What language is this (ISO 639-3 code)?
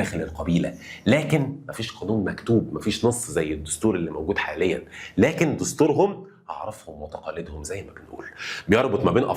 arz